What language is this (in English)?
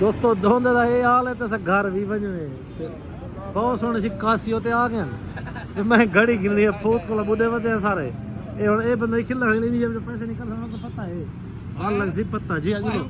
Saraiki